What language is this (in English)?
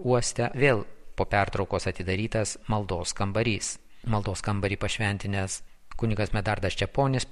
Lithuanian